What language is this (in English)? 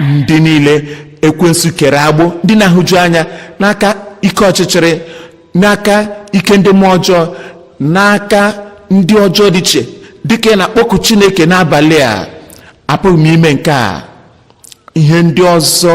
Igbo